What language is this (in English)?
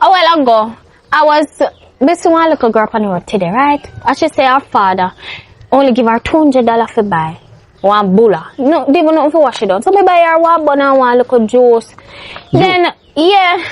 Jamaican Creole English